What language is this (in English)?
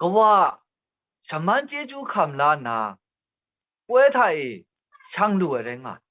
Kachin